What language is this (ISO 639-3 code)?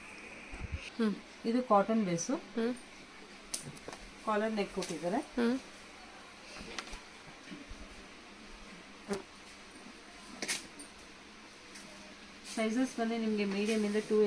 kan